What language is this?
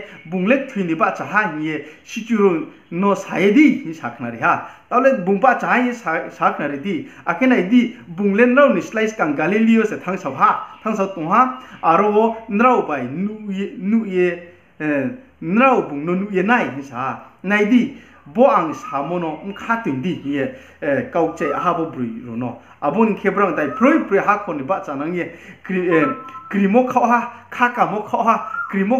Riang (India)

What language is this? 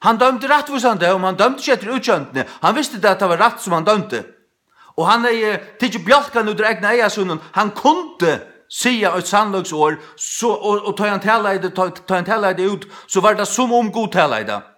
Faroese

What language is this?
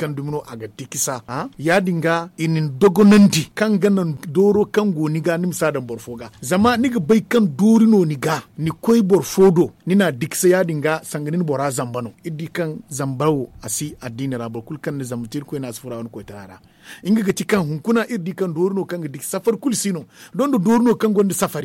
Zarma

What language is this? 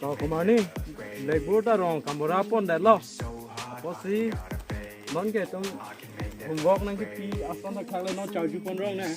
Karbi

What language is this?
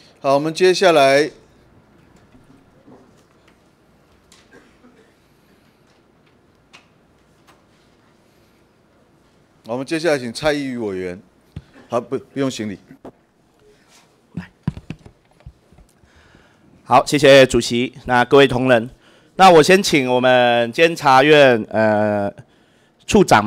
Chinese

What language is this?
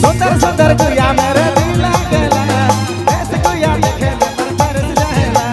Sadri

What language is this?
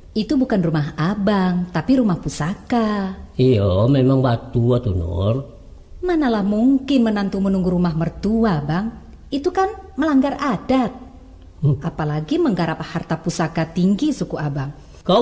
Minangkabau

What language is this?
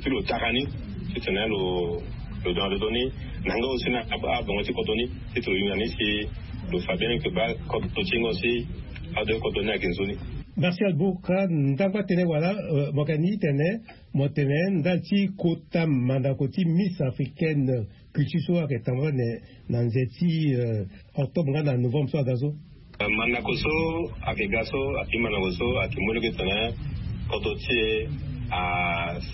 Sango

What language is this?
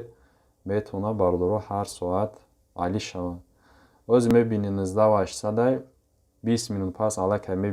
Tajik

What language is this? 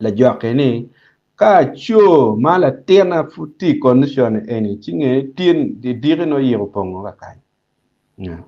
Acoli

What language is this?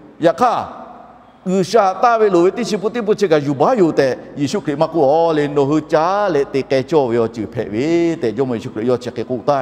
Lahu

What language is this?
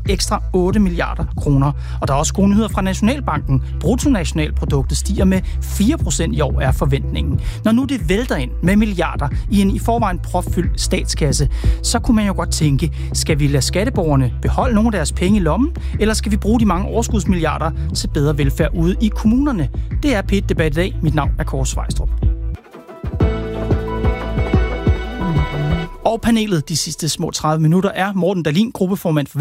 Danish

